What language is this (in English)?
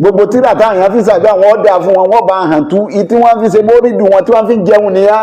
Yoruba